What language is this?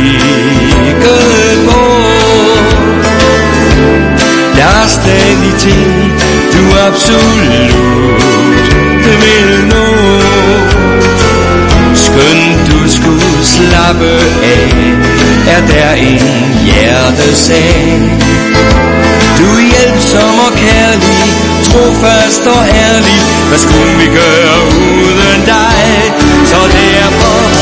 Danish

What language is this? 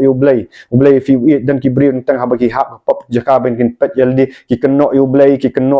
Khasi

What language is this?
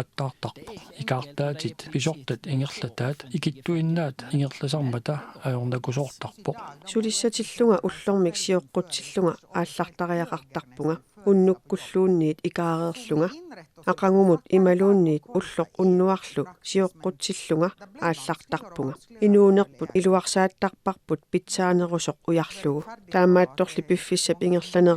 Kalaallisut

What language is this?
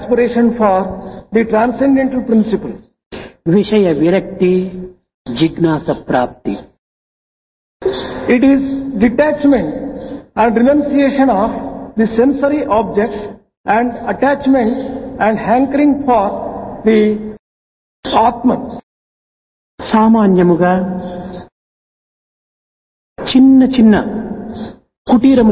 Telugu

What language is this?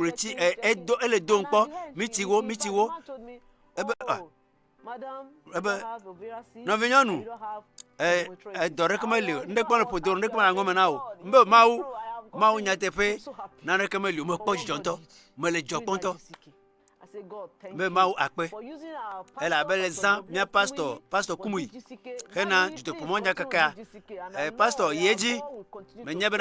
Ewe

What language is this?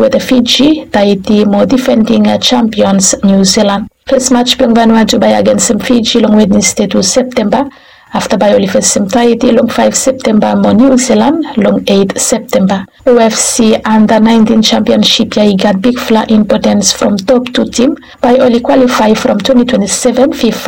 Bislama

